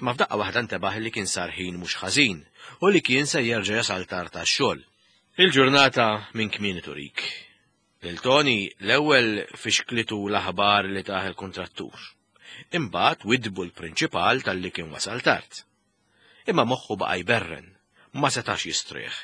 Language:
Maltese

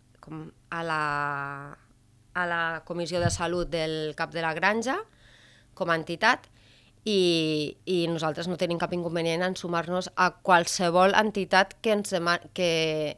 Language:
Catalan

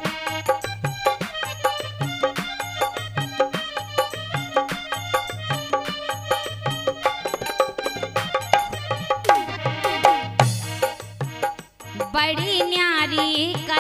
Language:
Bundeli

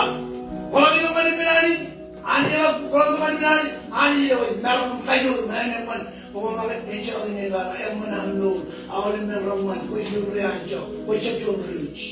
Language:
Marshallese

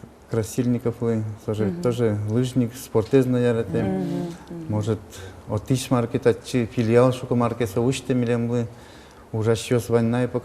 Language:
Udmurt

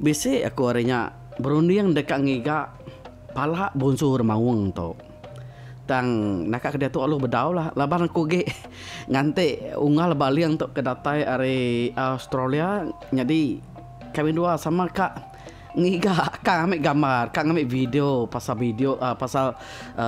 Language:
Iban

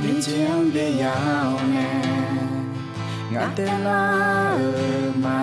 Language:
Akha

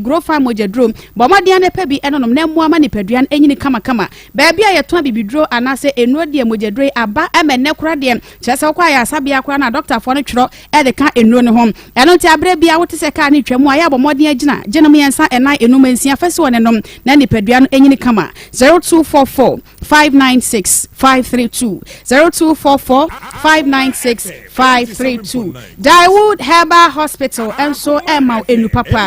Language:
Akan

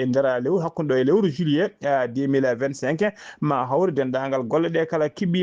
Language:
Fula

